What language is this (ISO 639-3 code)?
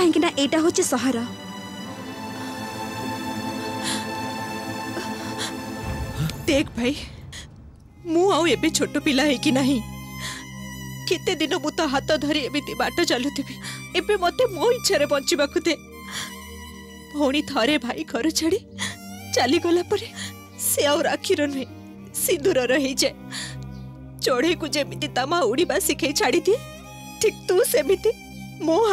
ori